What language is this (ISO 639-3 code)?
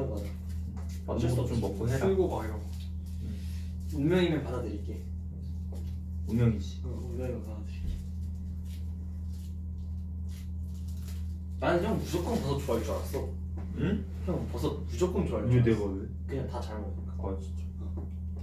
kor